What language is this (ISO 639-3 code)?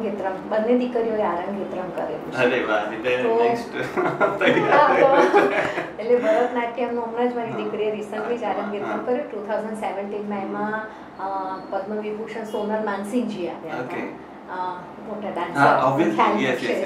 guj